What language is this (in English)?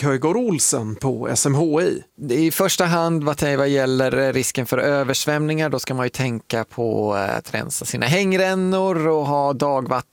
Swedish